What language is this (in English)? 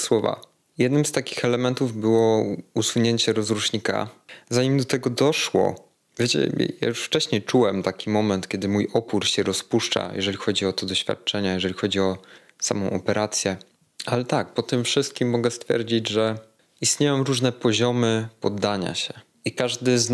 Polish